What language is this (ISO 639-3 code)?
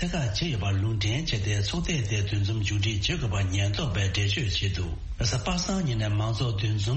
bod